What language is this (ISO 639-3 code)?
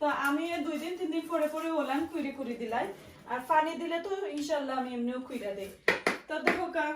syl